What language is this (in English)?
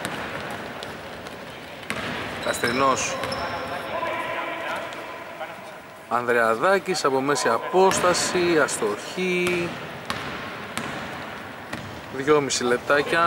Greek